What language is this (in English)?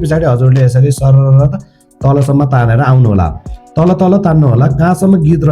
Nepali